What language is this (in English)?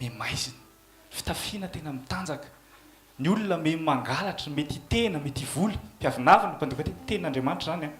Malagasy